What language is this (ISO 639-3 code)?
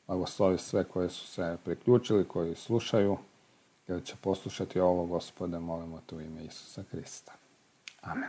hrv